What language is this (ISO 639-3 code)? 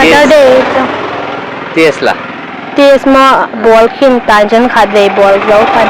pck